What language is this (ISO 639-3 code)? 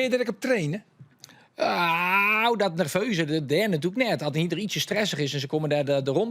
fry